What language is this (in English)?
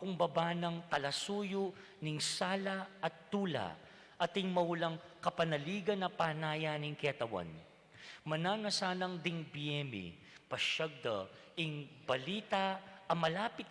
Pampanga